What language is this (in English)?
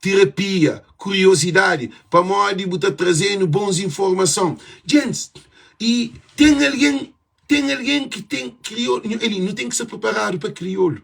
Kabuverdianu